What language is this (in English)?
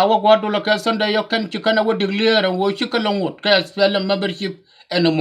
Nuer